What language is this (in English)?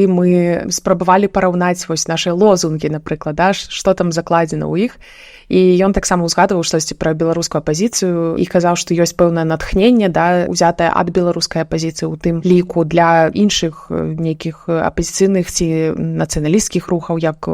Belarusian